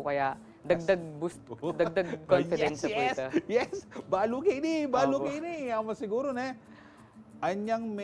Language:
Pampanga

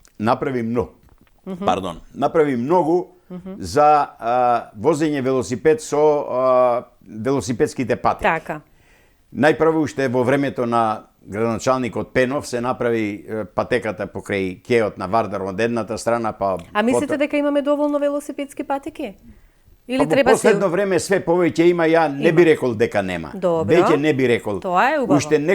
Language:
Macedonian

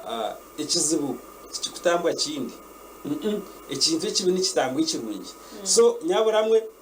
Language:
Nyankole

